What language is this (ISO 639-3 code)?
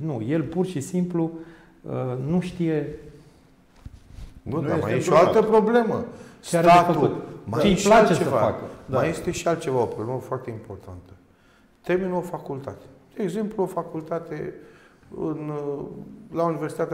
ron